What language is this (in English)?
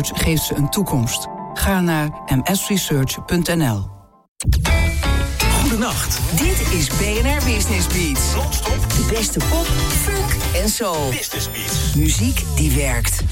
Dutch